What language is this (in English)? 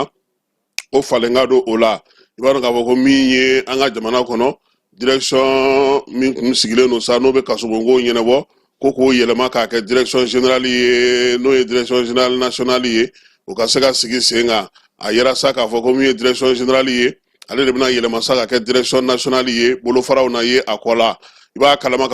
Bambara